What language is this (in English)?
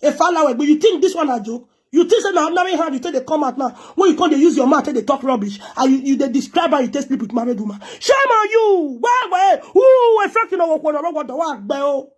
Nigerian Pidgin